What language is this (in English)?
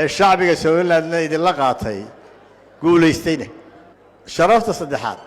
Somali